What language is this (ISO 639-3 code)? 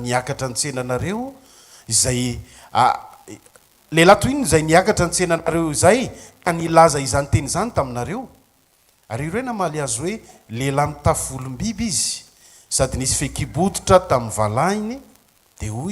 mlg